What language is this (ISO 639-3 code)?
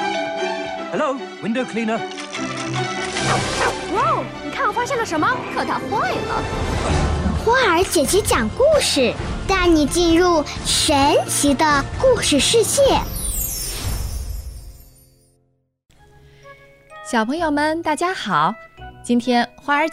zho